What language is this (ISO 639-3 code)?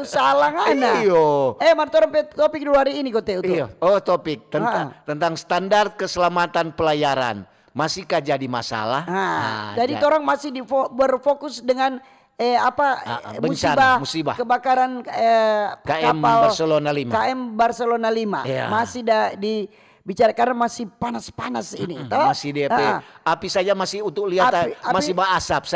xmm